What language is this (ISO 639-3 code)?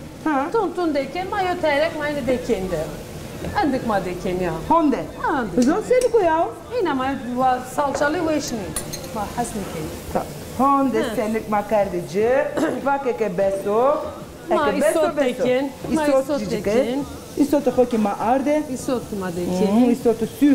zza